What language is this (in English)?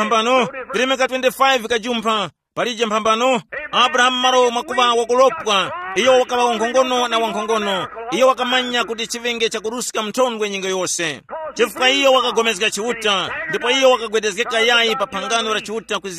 Tumbuka